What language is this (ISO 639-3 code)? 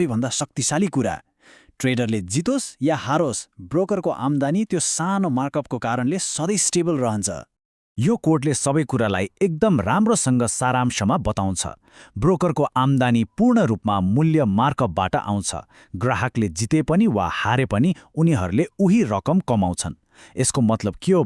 nep